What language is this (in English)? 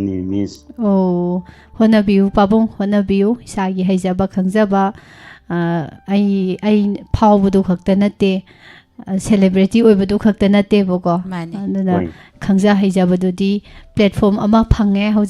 Manipuri